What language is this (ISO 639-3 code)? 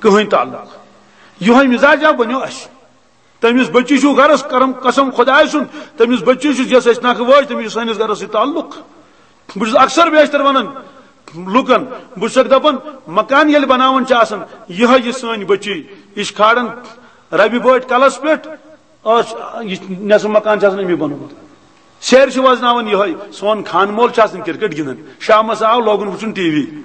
kas